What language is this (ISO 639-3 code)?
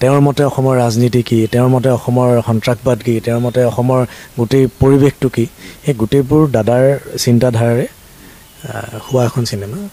asm